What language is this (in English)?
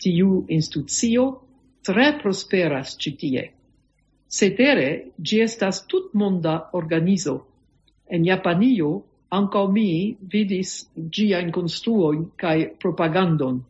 Esperanto